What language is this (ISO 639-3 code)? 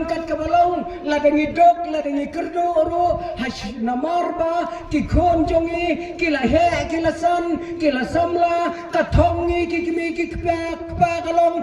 kha